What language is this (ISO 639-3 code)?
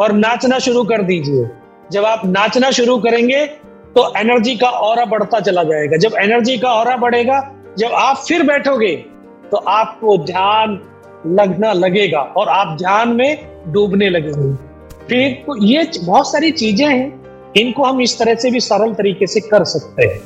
hin